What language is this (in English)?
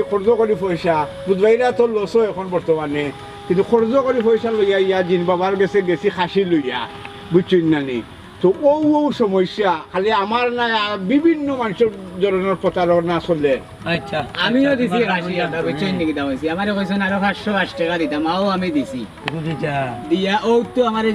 Sylheti